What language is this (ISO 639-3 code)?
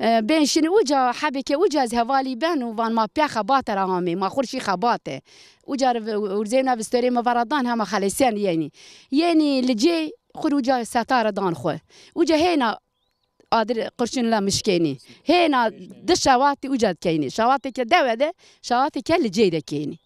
zza